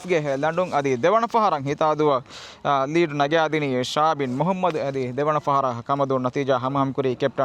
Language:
Divehi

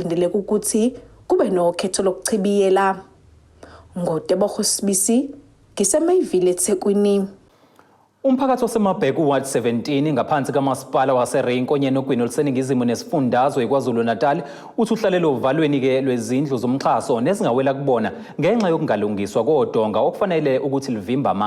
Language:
Zulu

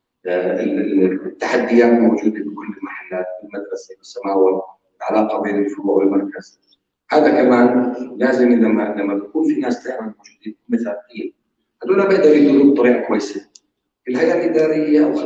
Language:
North Levantine Arabic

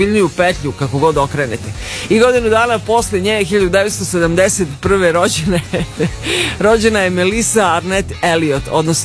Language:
Serbian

